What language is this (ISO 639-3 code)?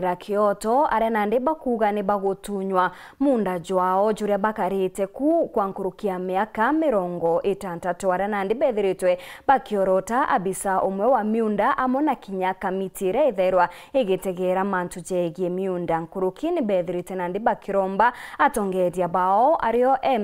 mer